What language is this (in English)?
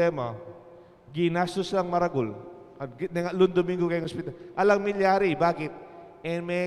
Pampanga